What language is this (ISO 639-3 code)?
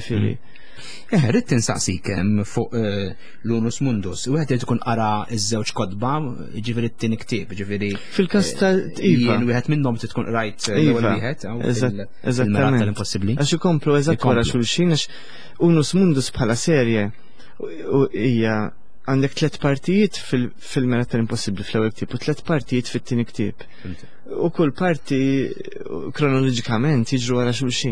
mlt